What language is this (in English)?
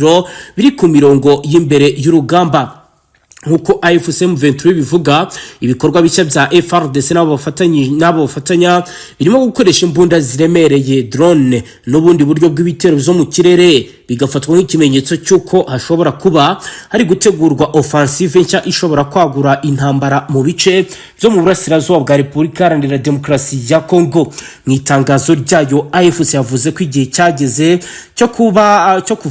Kinyarwanda